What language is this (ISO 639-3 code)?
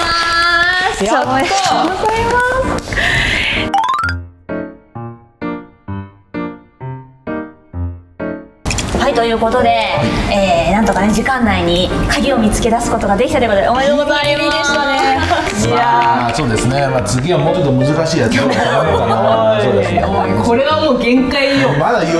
jpn